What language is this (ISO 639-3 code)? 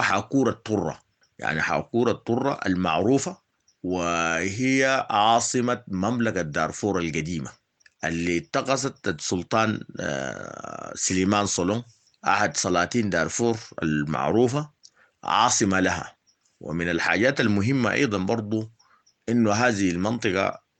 apd